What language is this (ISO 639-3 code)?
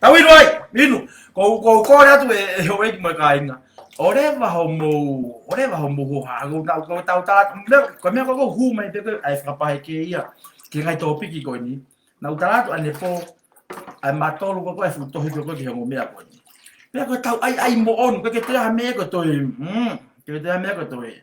ton